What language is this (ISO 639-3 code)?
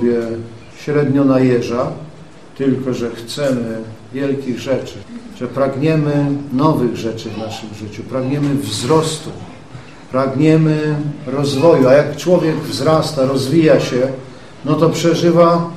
pol